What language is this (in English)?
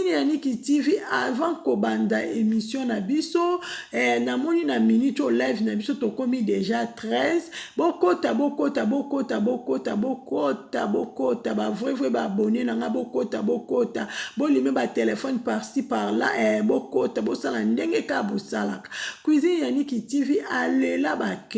Lingala